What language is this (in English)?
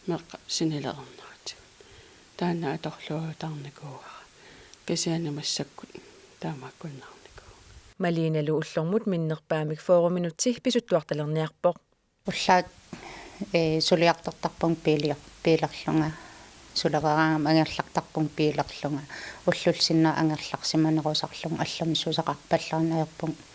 Kalaallisut